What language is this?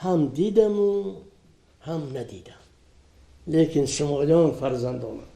Tajik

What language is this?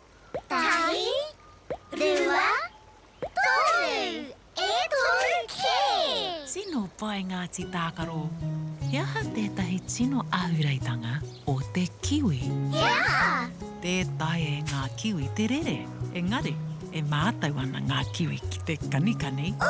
Māori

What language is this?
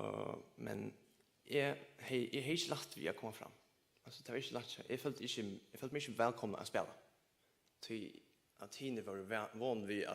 Faroese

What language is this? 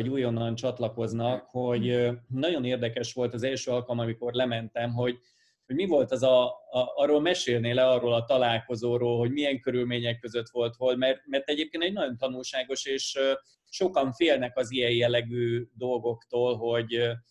Hungarian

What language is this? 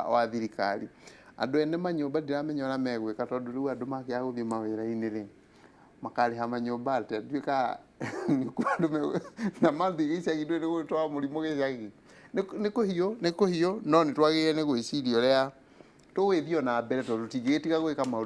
Kikuyu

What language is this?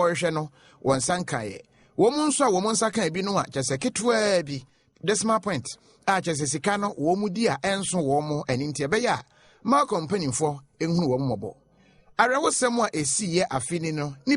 Akan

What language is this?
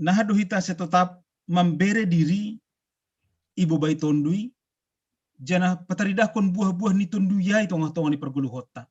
Batak Simalungun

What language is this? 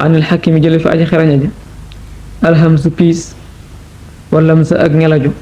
Wolof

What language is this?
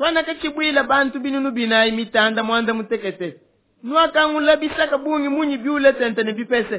Luba-Lulua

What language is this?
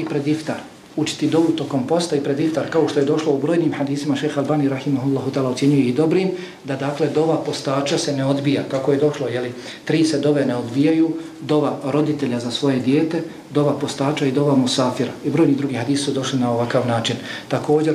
Bosnian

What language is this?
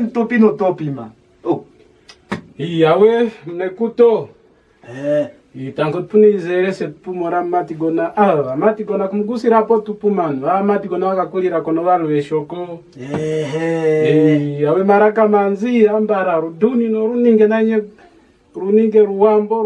Kwangali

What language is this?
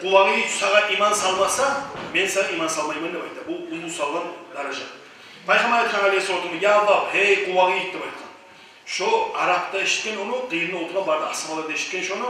Kumyk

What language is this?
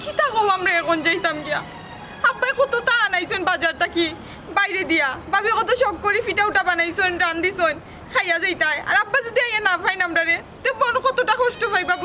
Sylheti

